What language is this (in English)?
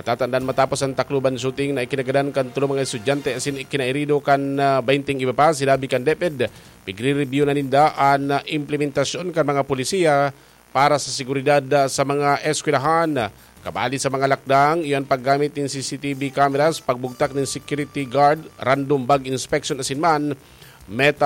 Bikol